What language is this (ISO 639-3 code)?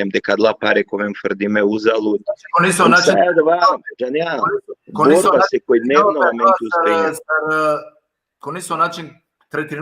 rmn